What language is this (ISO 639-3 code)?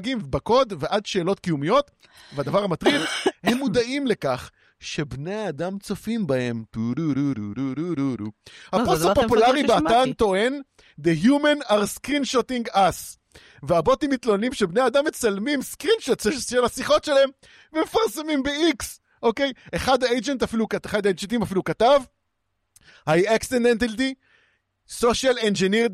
heb